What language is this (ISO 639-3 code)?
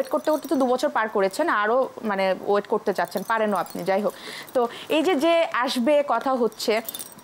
ben